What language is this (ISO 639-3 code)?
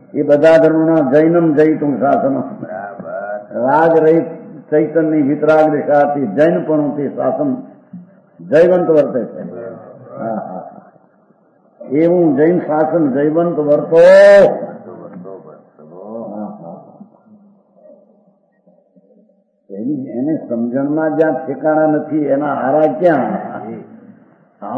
guj